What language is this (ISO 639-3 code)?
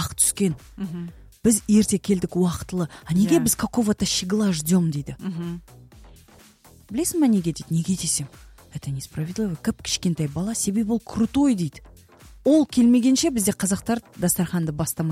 kaz